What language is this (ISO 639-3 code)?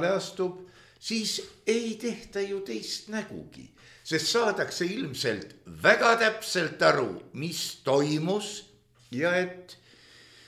est